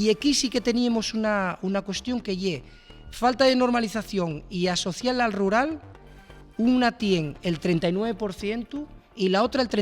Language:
Asturian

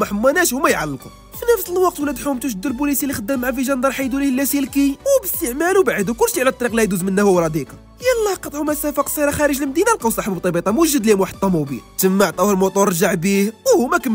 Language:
Moroccan Arabic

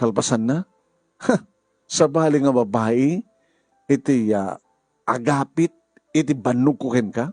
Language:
Iloko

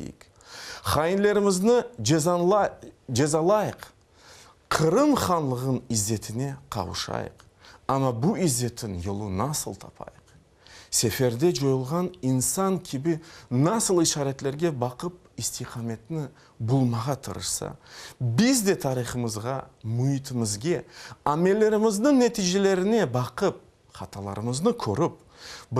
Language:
Crimean Tatar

